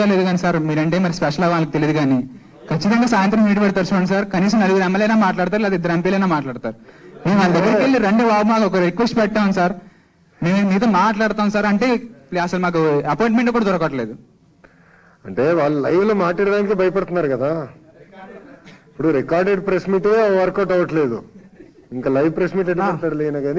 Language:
Telugu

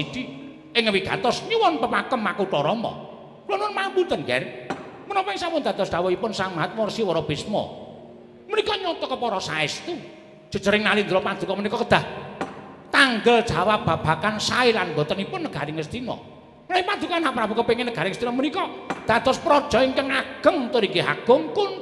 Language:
Javanese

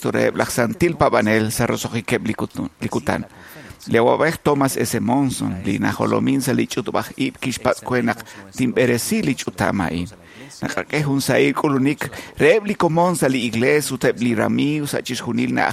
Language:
Kekchí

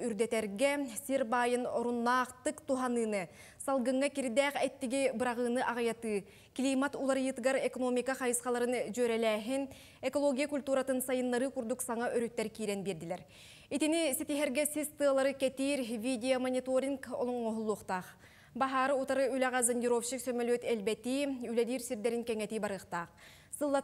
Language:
Yakut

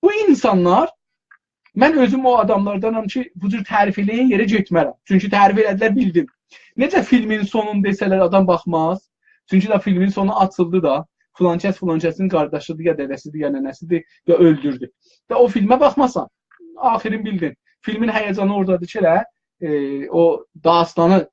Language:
South Azerbaijani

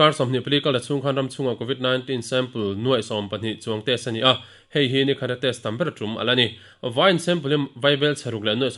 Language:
Mizo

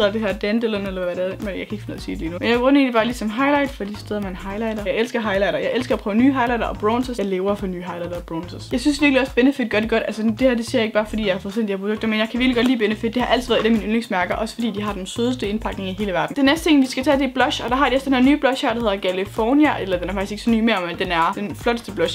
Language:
Danish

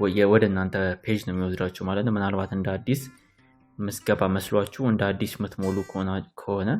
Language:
Amharic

